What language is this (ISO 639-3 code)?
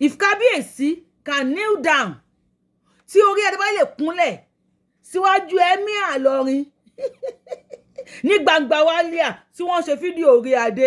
yor